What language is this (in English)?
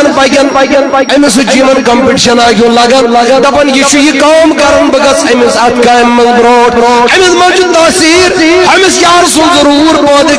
Kashmiri